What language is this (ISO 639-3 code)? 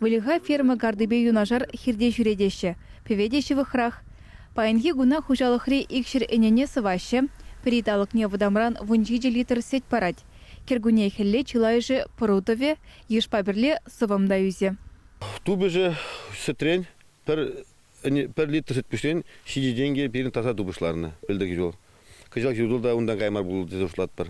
chv